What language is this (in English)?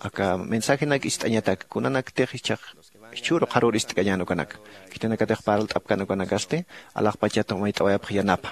Aymara